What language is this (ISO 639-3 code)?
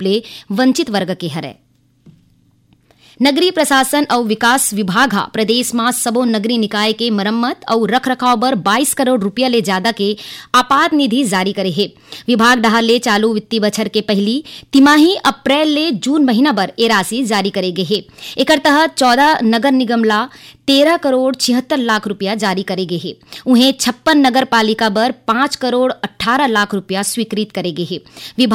hne